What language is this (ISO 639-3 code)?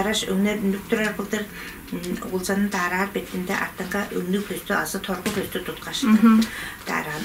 tyv